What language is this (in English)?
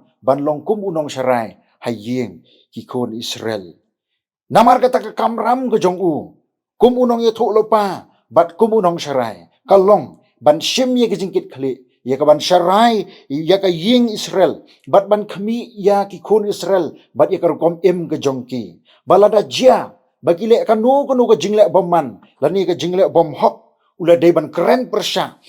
Khasi